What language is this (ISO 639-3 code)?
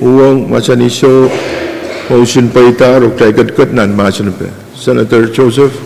pon